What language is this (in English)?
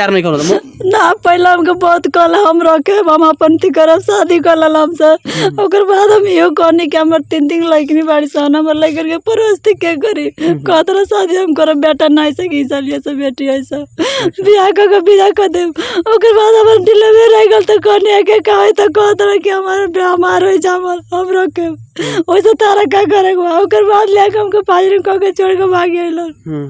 Bhojpuri